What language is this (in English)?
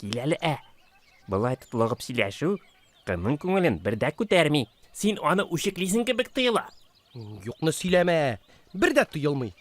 Tatar